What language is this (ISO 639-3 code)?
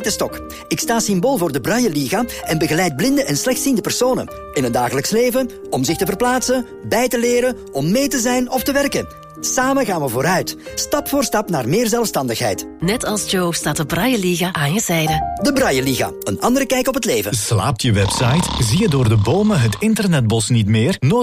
nld